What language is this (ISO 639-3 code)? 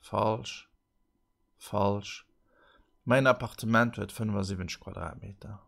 ltz